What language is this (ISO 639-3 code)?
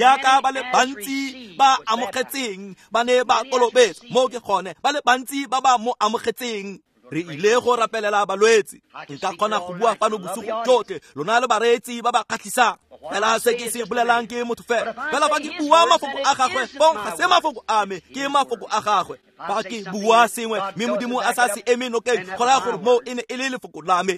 tsn